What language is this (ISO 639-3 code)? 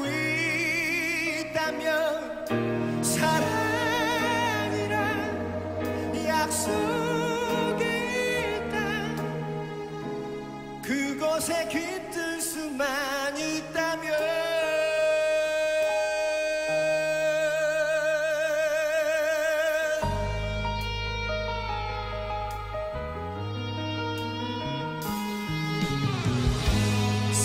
kor